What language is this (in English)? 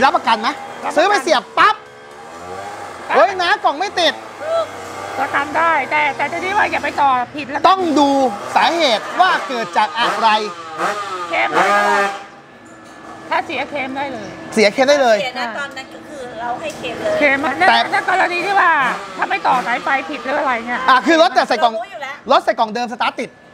Thai